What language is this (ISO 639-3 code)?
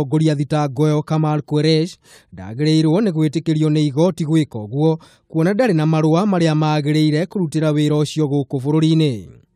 kik